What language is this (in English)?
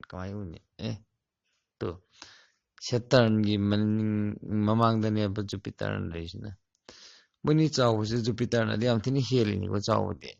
Manipuri